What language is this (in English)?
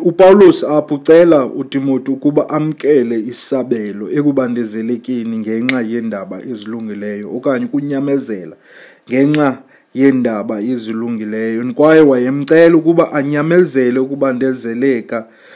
Xhosa